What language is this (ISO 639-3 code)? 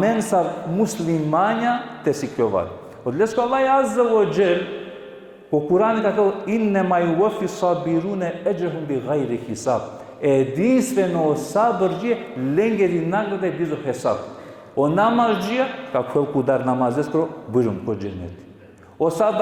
rmn